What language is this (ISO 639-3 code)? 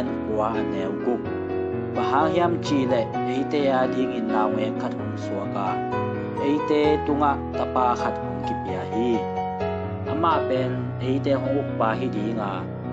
ctd